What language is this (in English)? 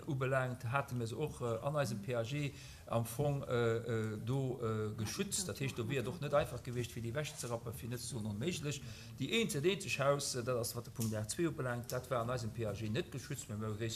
Luxembourgish